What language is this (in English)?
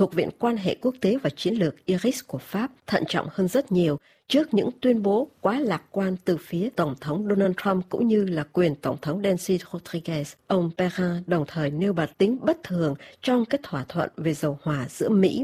Vietnamese